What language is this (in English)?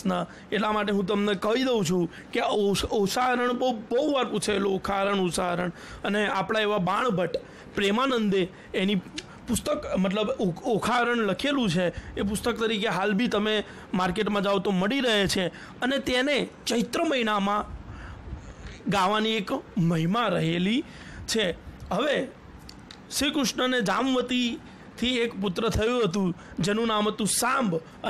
Gujarati